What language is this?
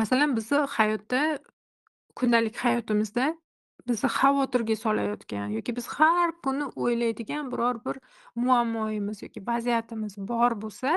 Uzbek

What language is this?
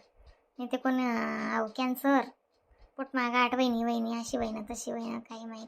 Khandesi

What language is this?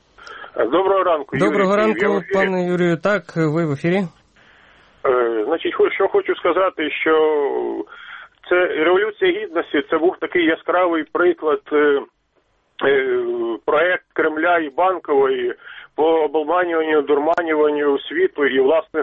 Ukrainian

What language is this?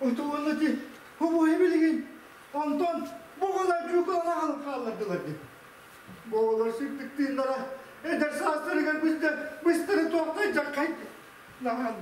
Yakut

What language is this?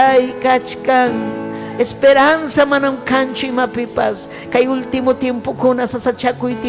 Ayacucho Quechua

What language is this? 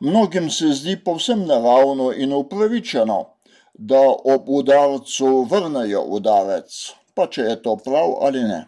Slovenian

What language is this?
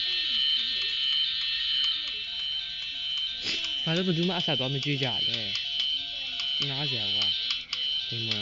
Burmese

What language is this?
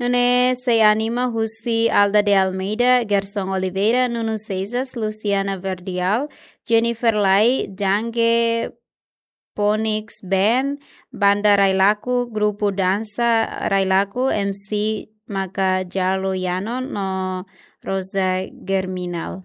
Tetum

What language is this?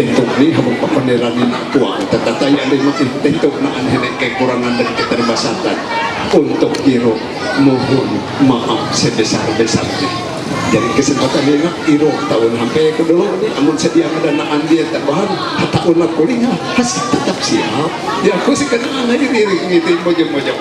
Ma'anyan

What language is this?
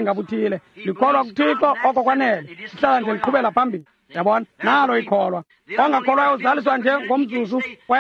Xhosa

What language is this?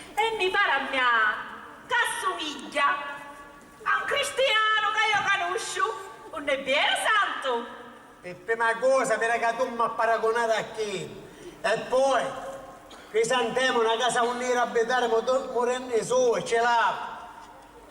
Sicilian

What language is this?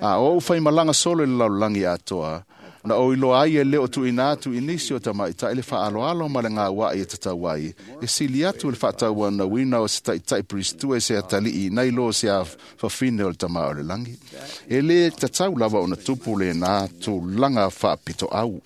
Samoan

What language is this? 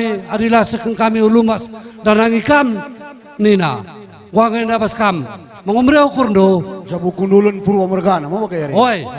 Batak Karo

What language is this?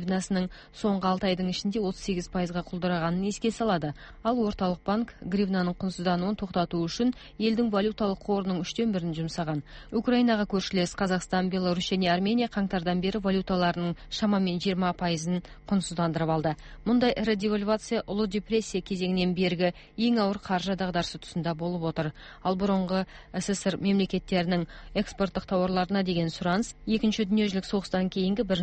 Kazakh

